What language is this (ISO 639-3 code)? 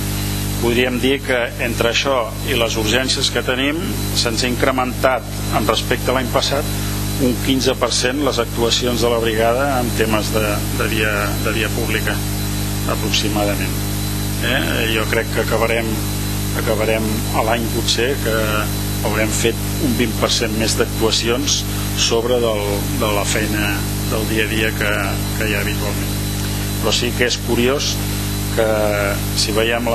cat